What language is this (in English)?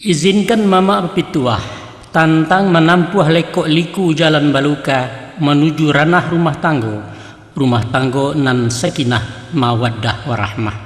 Minangkabau